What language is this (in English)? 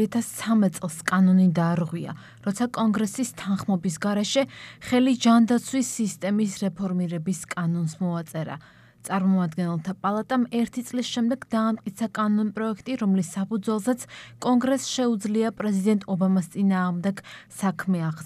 Georgian